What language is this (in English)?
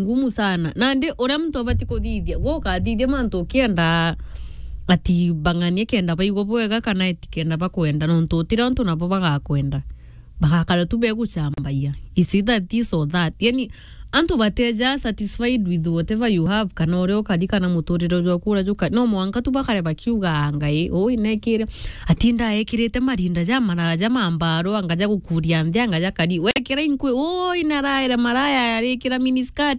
Meru